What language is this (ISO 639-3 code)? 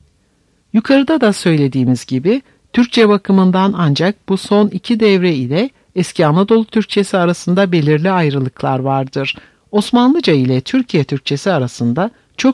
tur